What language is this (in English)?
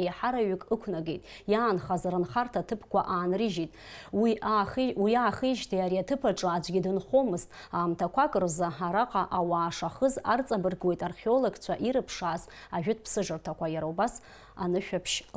Abkhazian